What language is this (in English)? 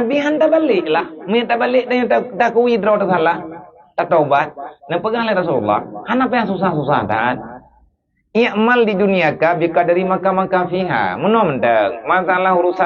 Achinese